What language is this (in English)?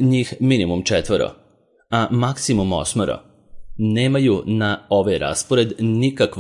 Serbian